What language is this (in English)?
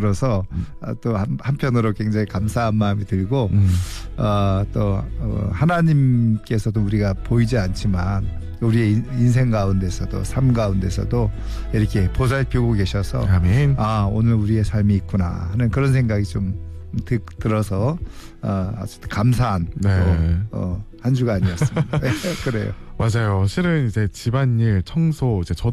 Korean